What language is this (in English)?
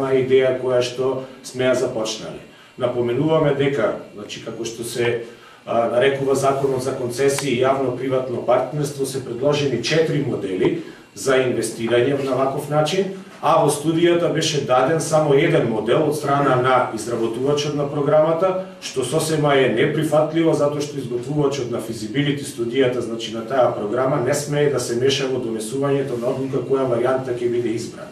Macedonian